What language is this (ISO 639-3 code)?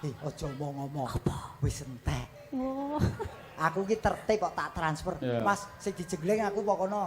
jav